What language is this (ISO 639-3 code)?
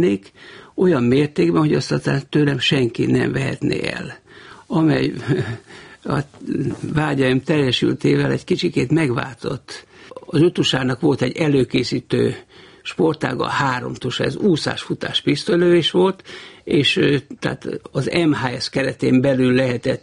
hun